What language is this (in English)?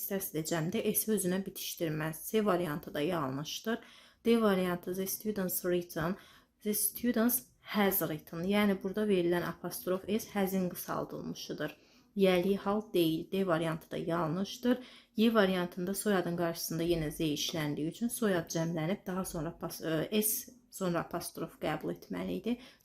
Azerbaijani